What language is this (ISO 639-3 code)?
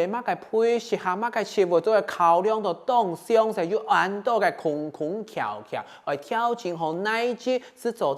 hak